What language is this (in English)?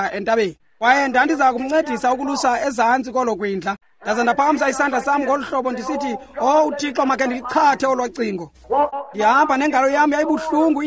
Xhosa